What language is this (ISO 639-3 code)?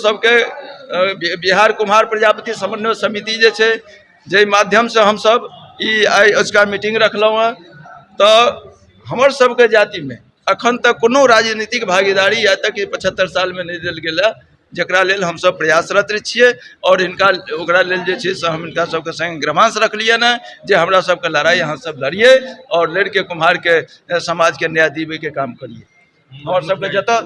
mai